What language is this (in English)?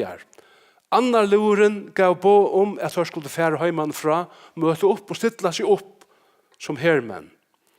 Faroese